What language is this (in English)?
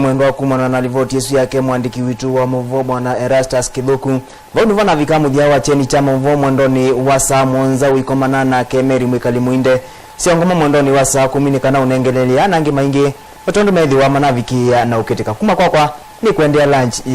Kamba